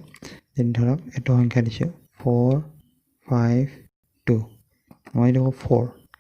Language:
Assamese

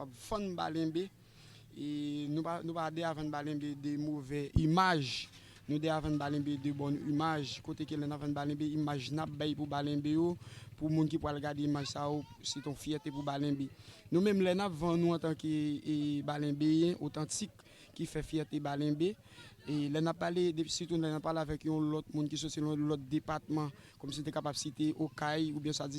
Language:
Haitian Creole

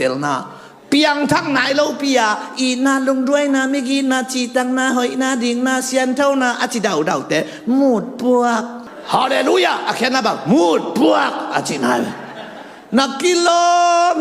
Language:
Tedim Chin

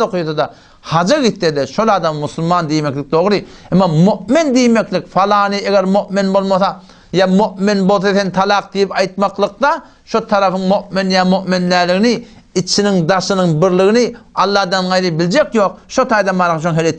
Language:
Turkmen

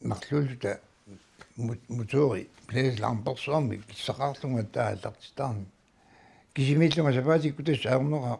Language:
Kalaallisut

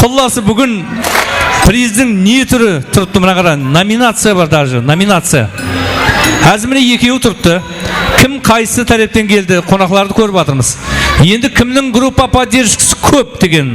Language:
Kara-Kalpak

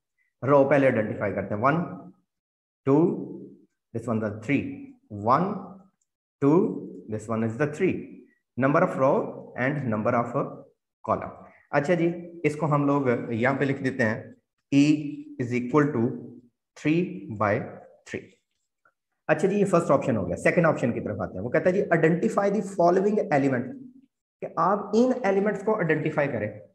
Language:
Hindi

